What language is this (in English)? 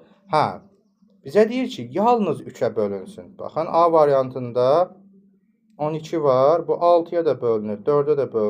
Azerbaijani